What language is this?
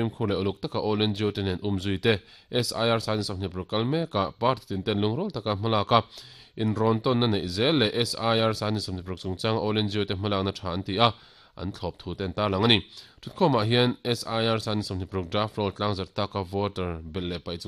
Mizo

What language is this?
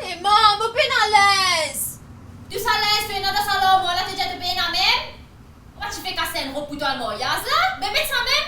Morisyen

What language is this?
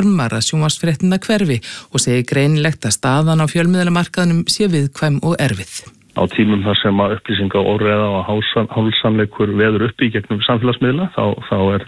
Icelandic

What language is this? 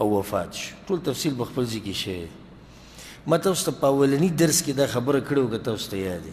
Pashto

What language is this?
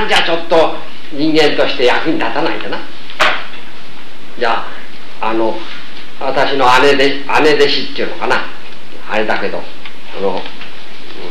Japanese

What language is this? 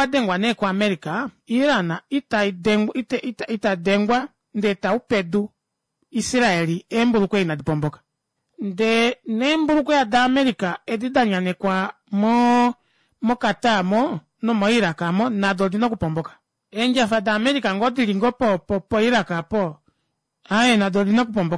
Kuanyama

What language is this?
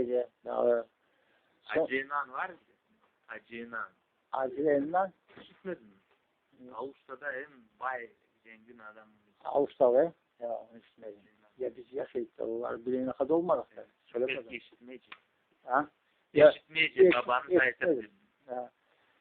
Crimean Tatar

